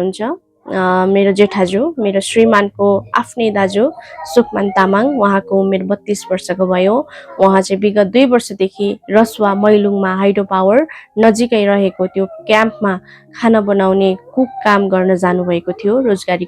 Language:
Nepali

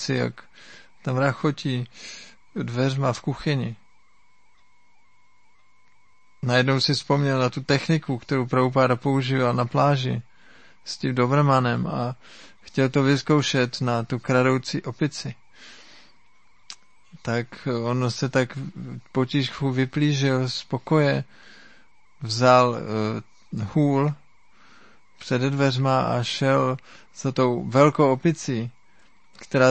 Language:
Czech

